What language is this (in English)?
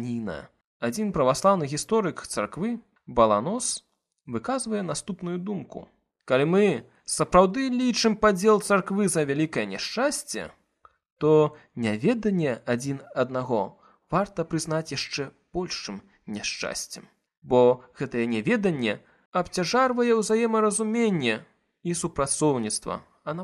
Belarusian